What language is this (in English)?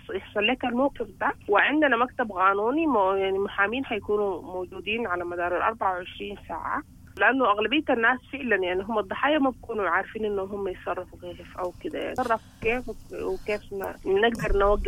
Sudanese Arabic